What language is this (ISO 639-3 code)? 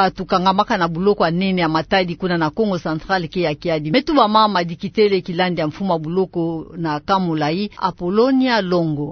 ktu